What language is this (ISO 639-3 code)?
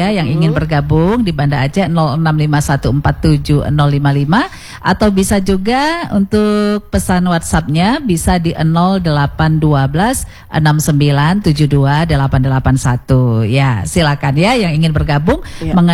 ind